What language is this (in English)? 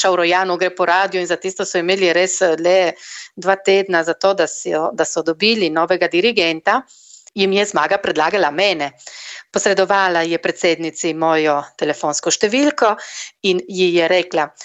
Slovenian